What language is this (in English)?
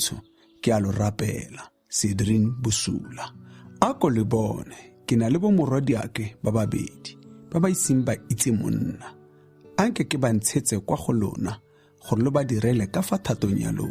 Tswana